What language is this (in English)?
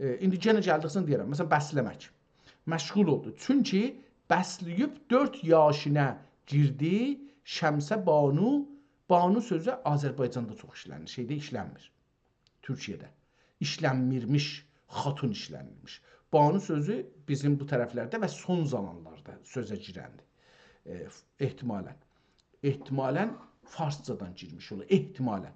South Azerbaijani